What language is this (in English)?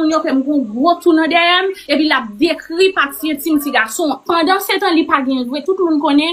Haitian Creole